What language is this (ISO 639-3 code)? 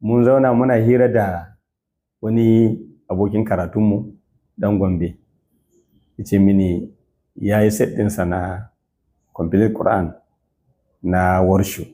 hau